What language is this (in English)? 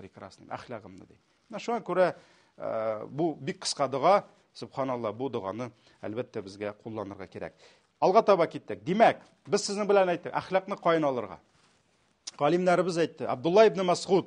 Tatar